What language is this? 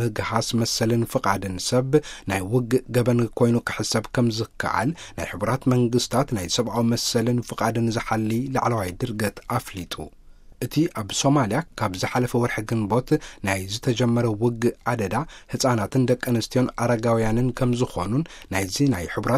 Tigrinya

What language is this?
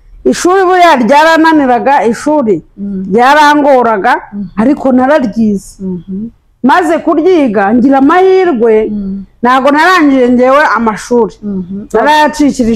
Kinyarwanda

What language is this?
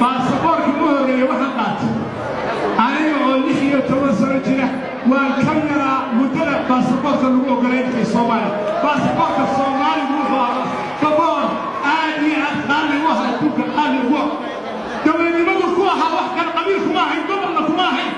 Somali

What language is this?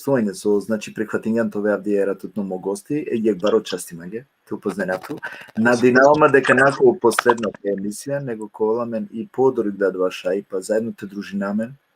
Balkan Romani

